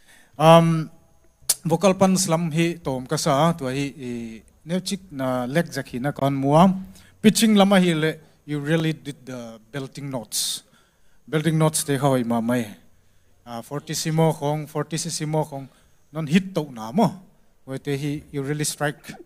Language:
Tedim Chin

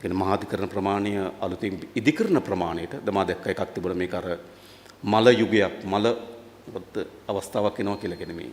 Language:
Sinhala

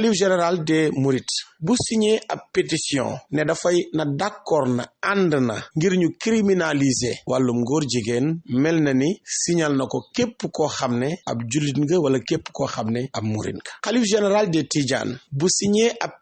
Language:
Wolof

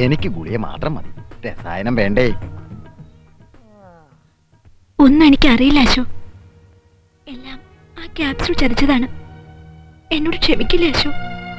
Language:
Malayalam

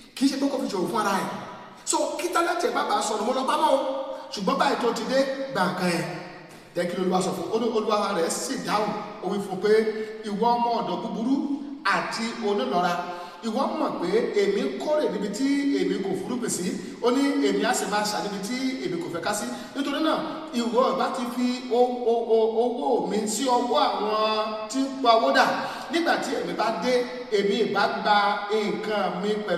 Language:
Yoruba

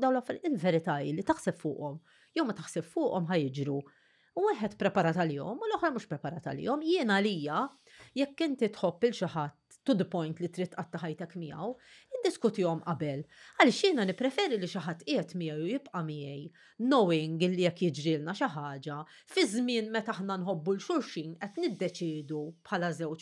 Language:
Maltese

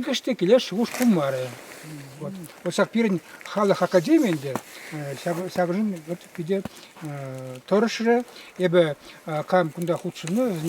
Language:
Chuvash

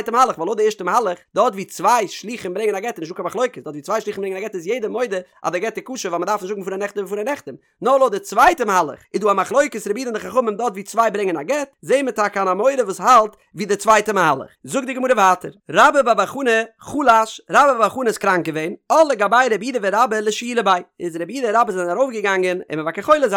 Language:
Yiddish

